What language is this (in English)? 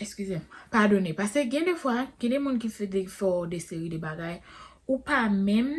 Haitian Creole